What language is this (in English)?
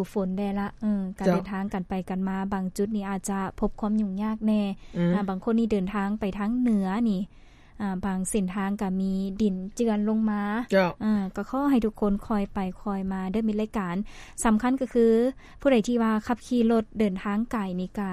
Lao